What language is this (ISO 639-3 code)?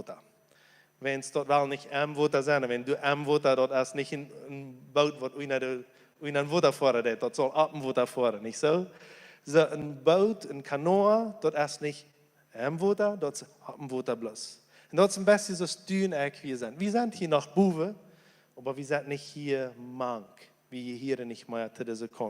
pdt